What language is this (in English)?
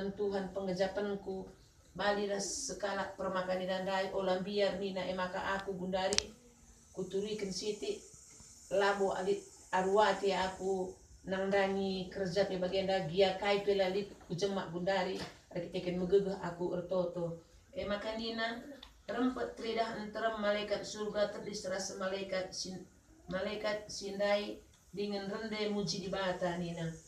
Batak Karo